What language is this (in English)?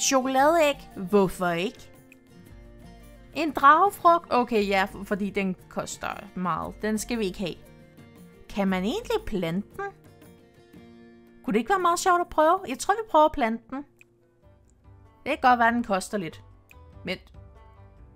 Danish